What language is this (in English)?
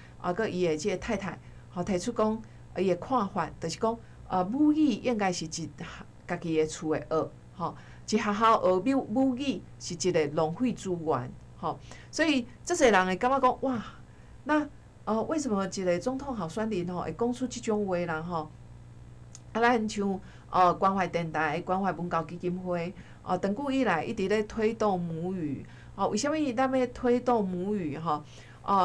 Min Nan Chinese